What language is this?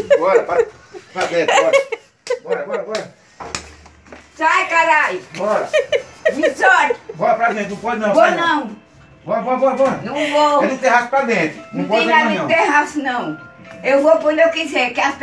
Portuguese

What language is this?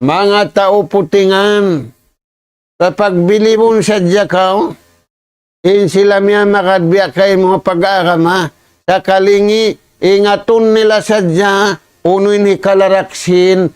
Tausug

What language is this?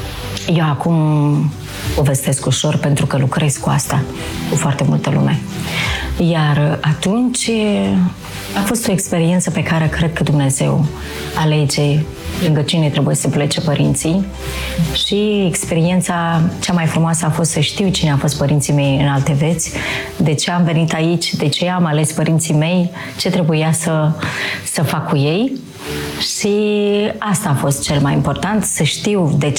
Romanian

